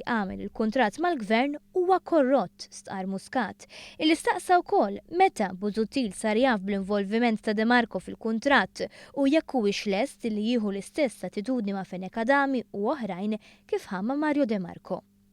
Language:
Maltese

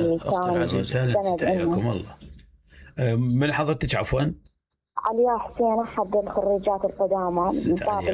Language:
Mesopotamian Arabic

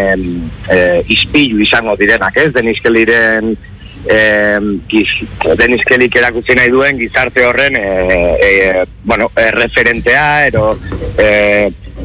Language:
Basque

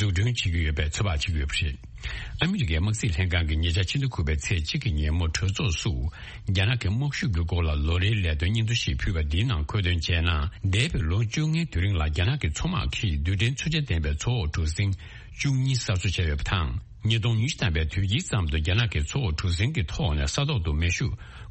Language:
Tibetan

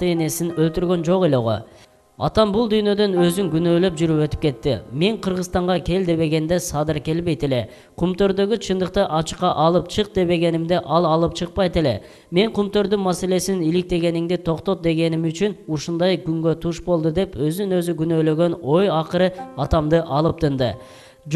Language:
Kyrgyz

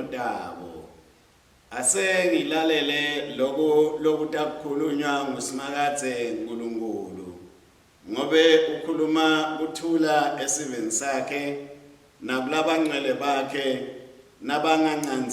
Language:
Swati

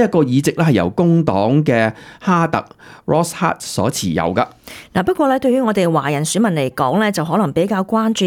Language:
Cantonese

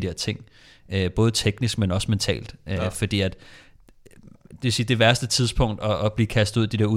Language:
Danish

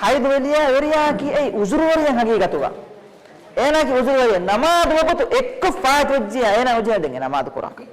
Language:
Divehi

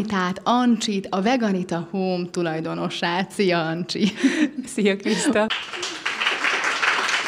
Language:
Hungarian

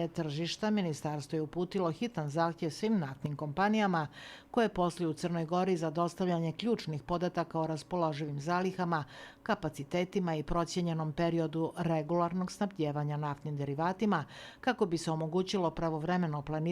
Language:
Bosnian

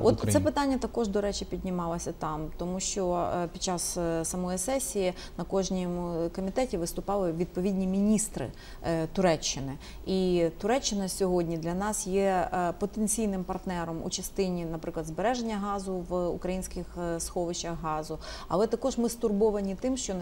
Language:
Ukrainian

